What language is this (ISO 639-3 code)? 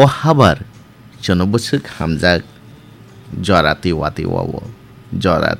trp